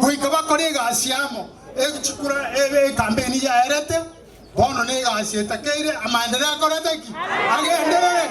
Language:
Gusii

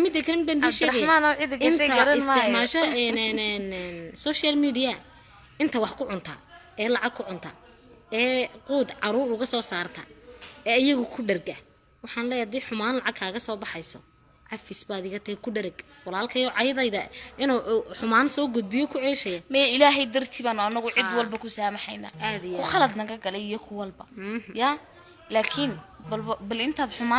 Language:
Somali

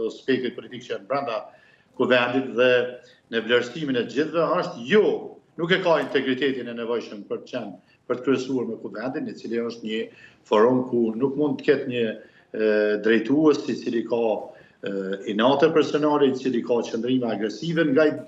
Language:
Albanian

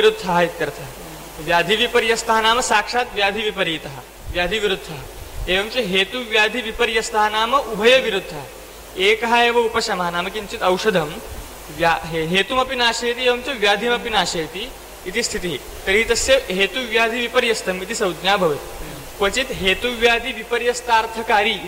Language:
Sanskrit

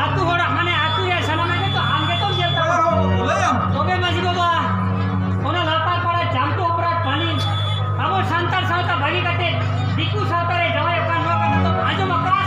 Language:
Santali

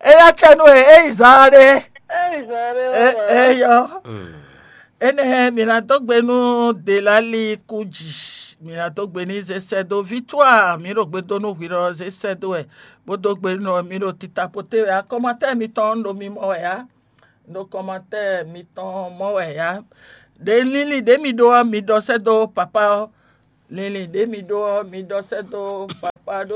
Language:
Fon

